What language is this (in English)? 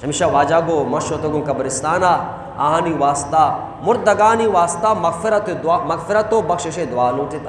Eastern Balochi